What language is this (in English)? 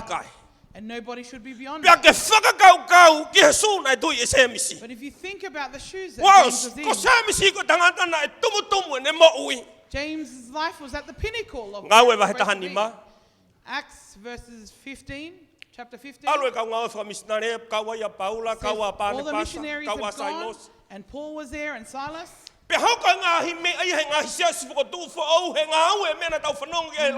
Tongan